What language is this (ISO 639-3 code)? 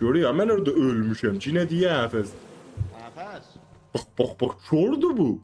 azb